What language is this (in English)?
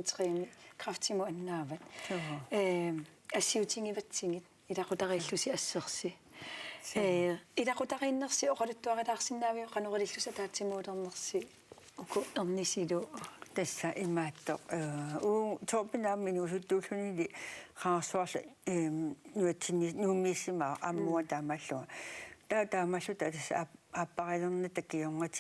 Kalaallisut